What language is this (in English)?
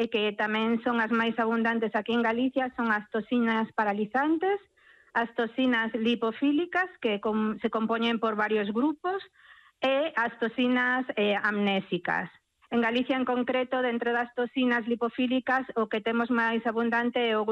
Galician